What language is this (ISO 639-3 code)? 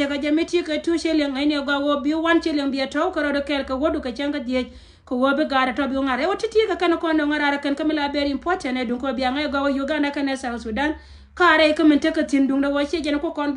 nus